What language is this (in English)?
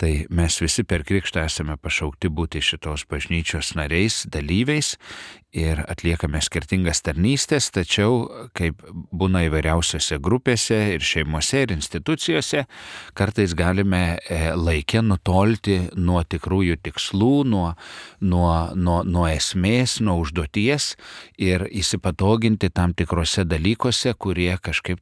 Lithuanian